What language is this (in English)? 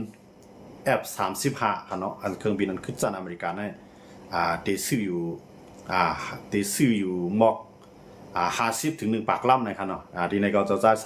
Shan